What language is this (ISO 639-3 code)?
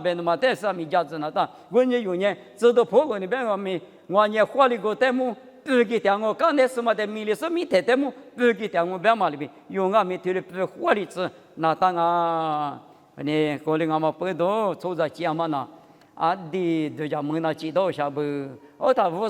lis